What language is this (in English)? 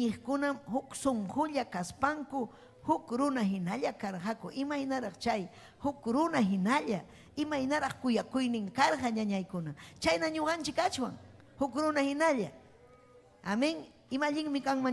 Ayacucho Quechua